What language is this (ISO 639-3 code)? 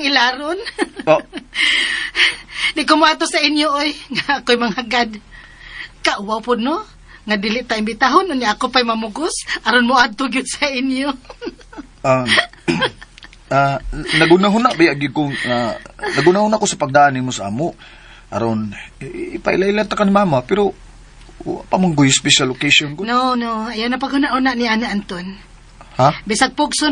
ceb